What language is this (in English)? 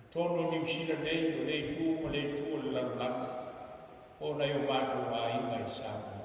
Samoan